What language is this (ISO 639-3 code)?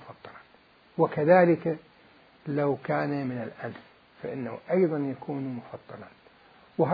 acm